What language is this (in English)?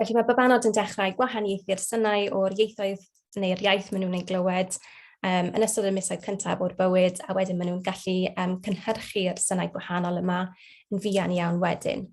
Welsh